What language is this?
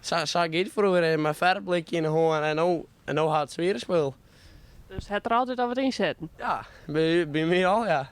Western Frisian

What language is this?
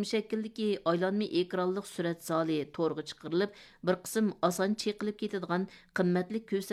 Uyghur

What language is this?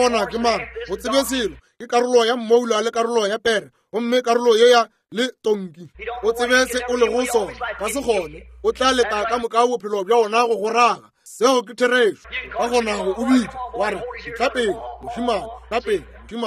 Northern Sotho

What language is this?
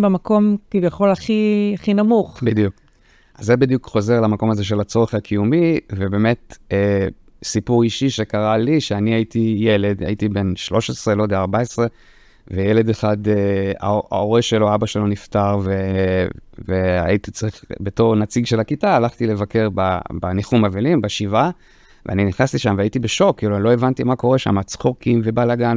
Hebrew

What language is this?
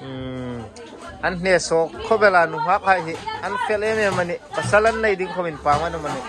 Hmar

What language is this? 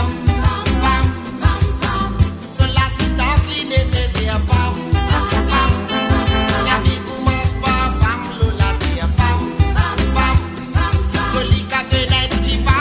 Morisyen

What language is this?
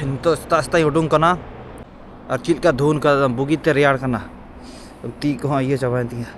Santali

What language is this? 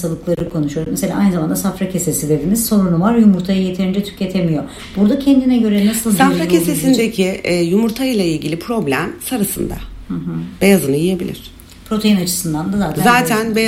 Turkish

